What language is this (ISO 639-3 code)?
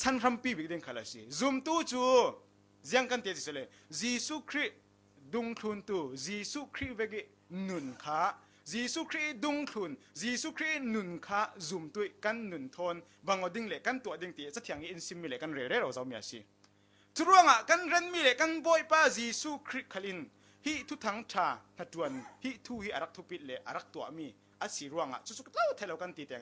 cfm